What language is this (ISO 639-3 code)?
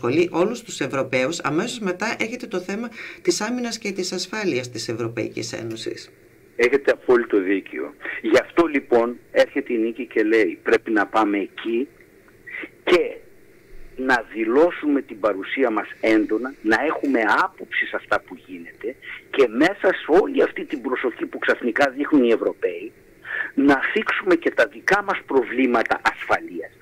ell